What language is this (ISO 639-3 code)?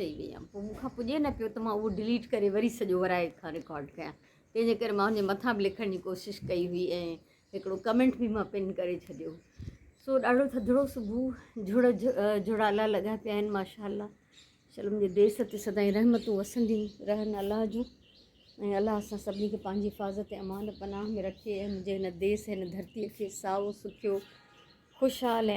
snd